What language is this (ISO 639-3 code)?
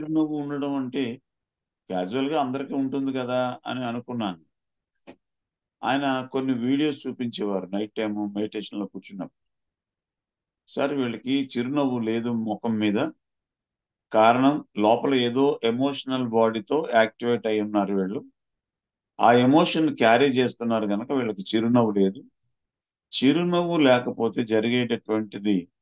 tel